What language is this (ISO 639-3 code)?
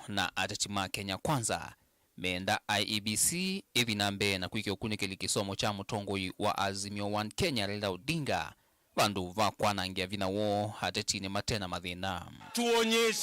kam